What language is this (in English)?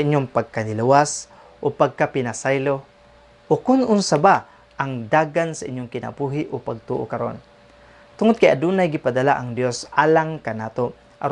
Cebuano